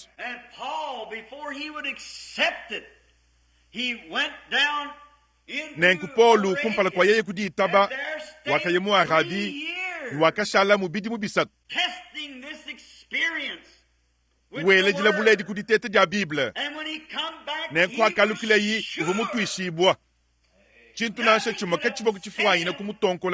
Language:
Luba-Lulua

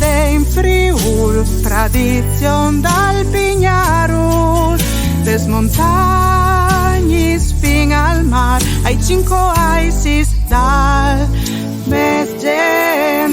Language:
Friulian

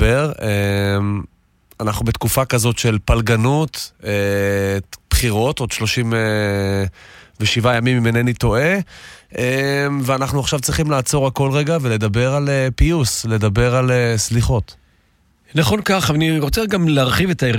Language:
Hebrew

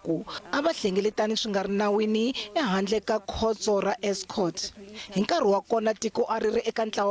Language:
Tsonga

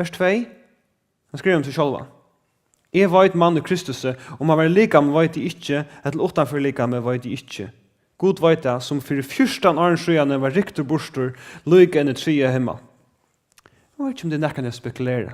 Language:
Faroese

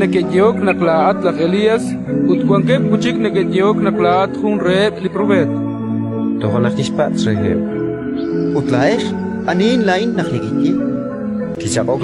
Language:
Kekchí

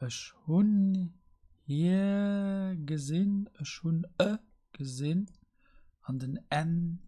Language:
Luxembourgish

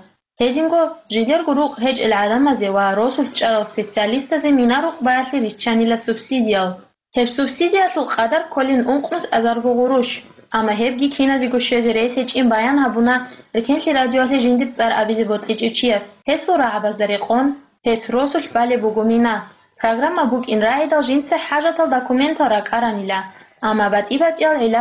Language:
Avaric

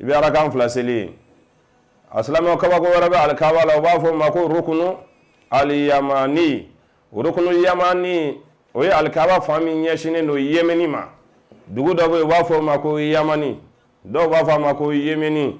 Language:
Bambara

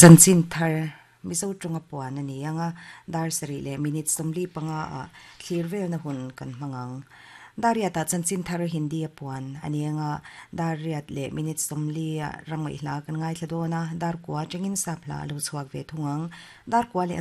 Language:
Mizo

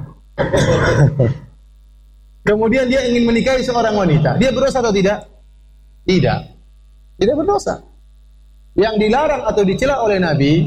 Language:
Indonesian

